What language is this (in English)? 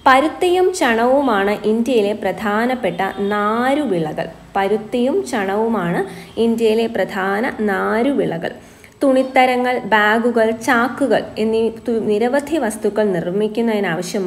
Malayalam